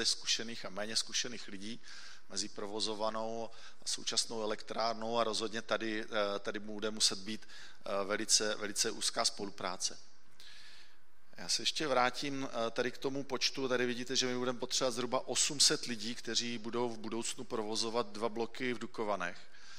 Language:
Czech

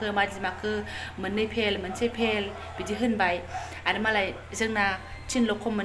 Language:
Bodo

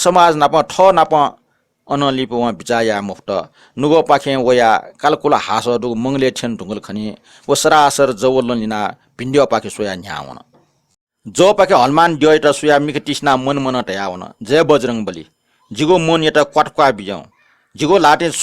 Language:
Newari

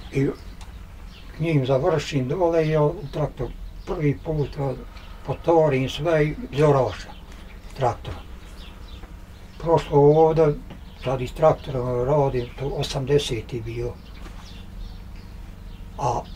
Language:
Bosnian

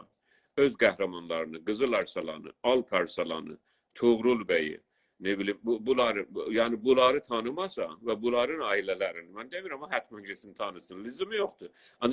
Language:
South Azerbaijani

